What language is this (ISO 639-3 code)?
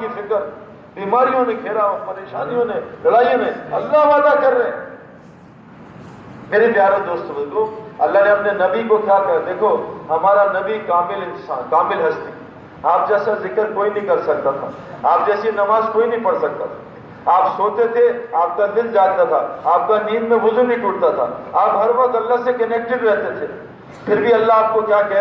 urd